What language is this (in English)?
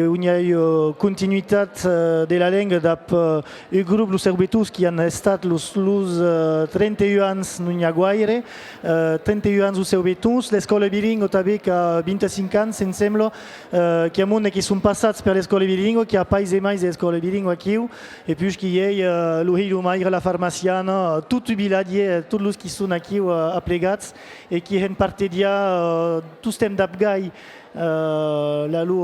Occitan